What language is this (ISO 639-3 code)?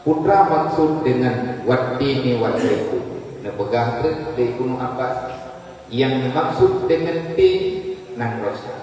ace